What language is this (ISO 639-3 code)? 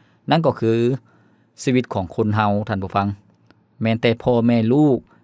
lao